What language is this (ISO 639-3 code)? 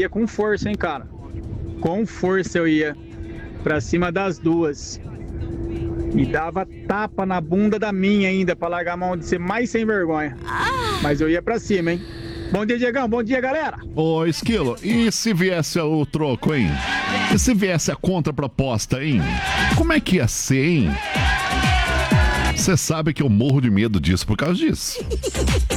por